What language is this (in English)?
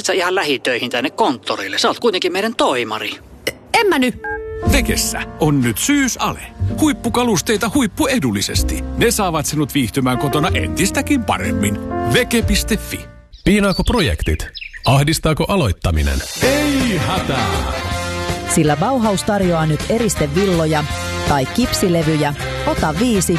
Finnish